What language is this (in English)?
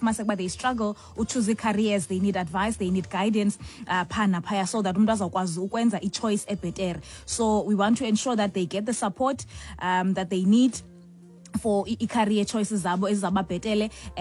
Xhosa